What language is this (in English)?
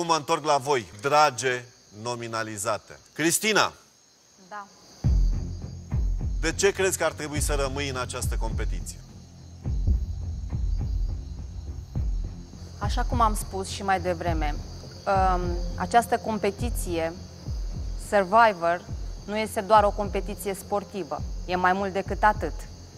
Romanian